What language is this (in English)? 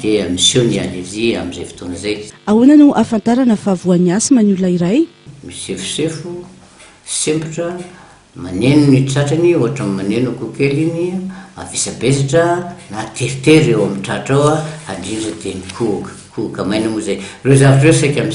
Malagasy